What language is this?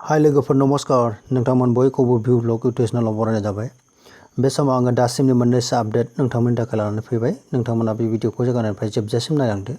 Bodo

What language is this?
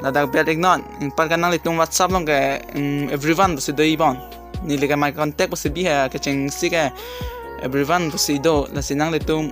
Karbi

